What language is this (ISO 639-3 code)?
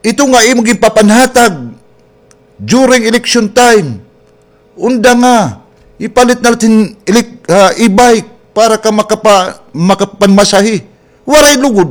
war